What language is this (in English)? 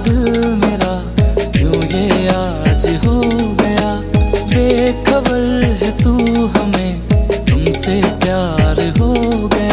Hindi